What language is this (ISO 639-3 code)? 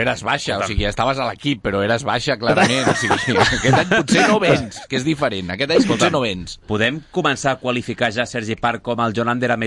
cat